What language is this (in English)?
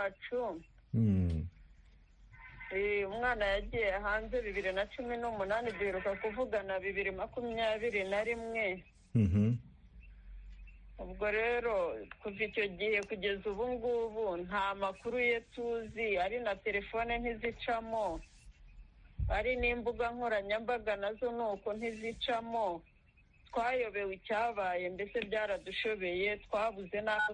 Kinyarwanda